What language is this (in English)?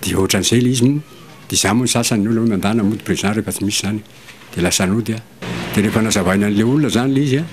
Malagasy